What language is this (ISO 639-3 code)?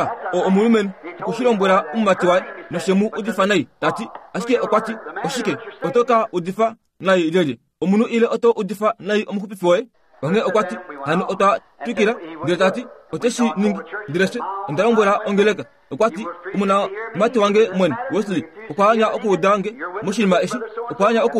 kua